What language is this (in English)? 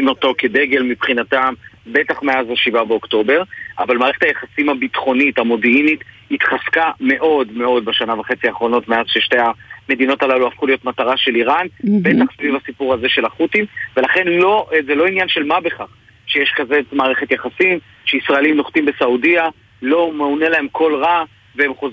Hebrew